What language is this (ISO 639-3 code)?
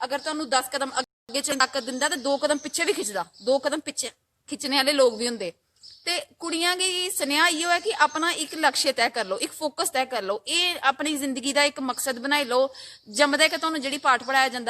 doi